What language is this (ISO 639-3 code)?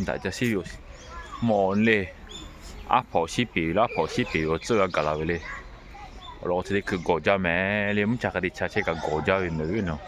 lhu